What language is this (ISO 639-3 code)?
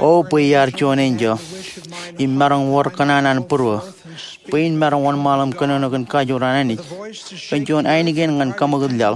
mah